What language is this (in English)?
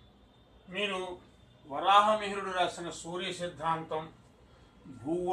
Telugu